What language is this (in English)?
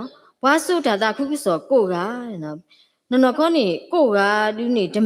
S'gaw Karen